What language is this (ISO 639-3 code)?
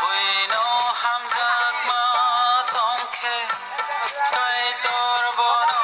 trp